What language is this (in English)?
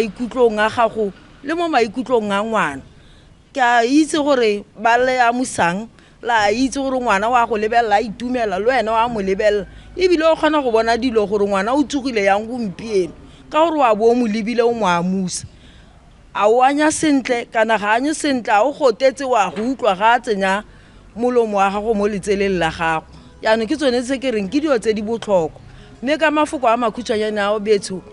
Tswana